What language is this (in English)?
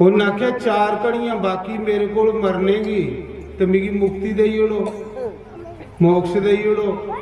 Dogri